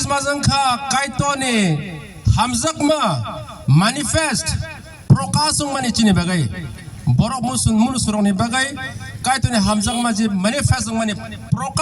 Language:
Kok Borok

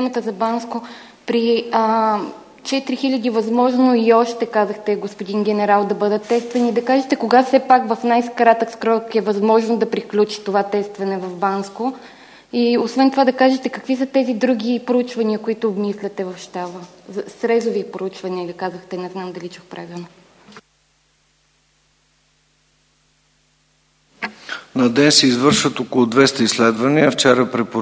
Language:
Bulgarian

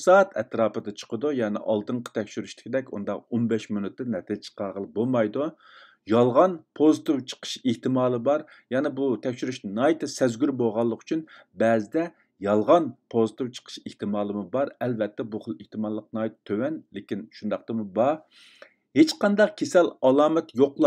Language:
Uyghur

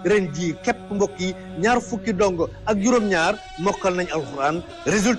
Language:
Wolof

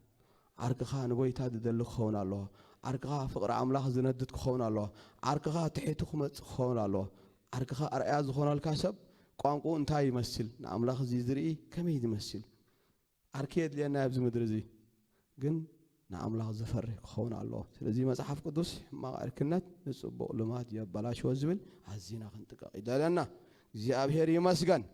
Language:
Tigrinya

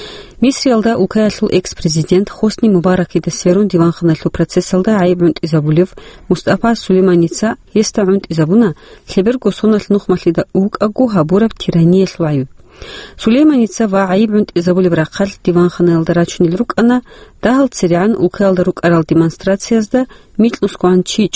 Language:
Avaric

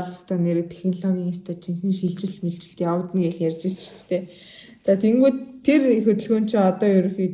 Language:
Mongolian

